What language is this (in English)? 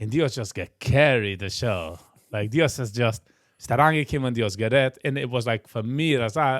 Yiddish